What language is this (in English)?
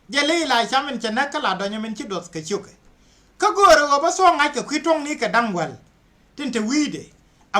Nuer